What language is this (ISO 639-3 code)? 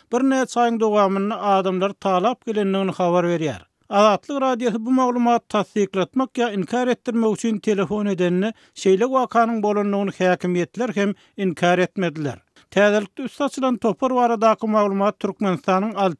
tuk